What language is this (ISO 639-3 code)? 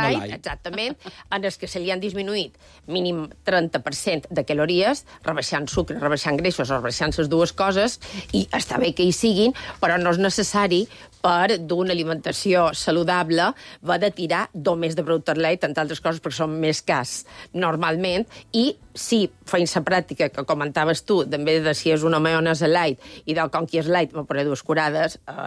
cat